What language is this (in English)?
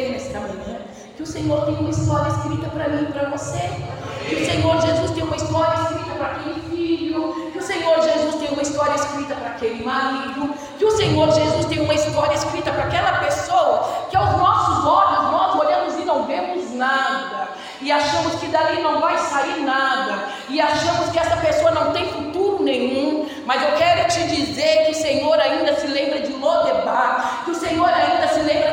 Portuguese